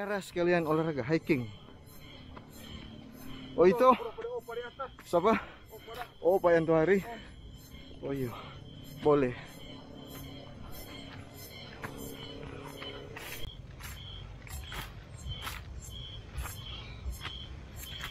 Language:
Manado Malay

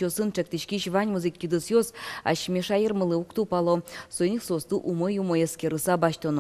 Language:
Udmurt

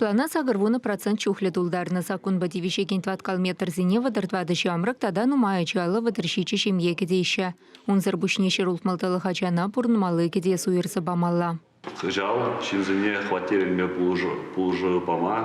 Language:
Chuvash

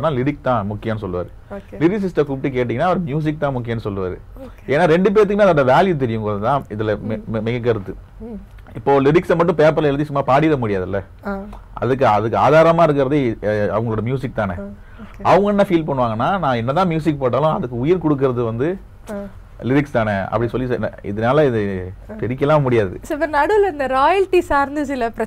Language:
Tamil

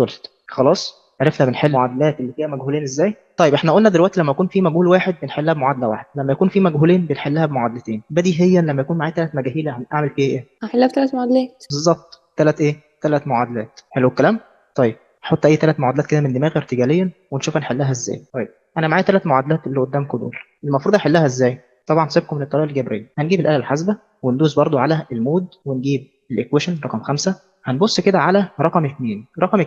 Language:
Egyptian Arabic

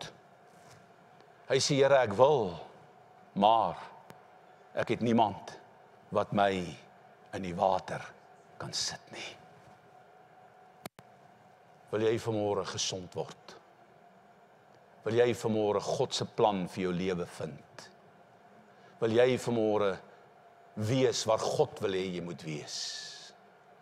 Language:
Afrikaans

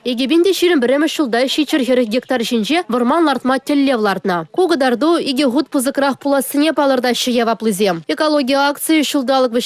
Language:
Chuvash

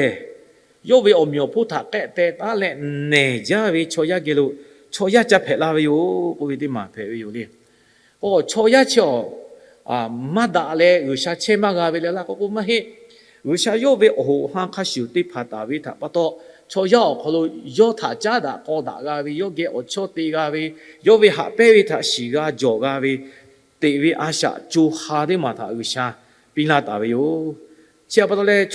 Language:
Lahu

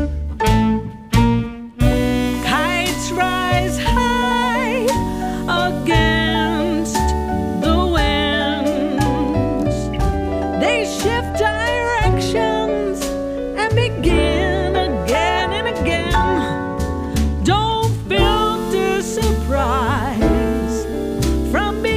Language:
English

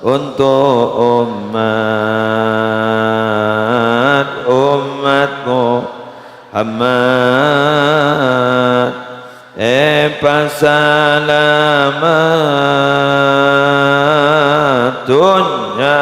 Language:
Madurese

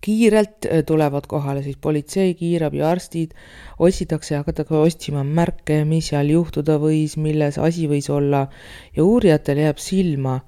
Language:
Estonian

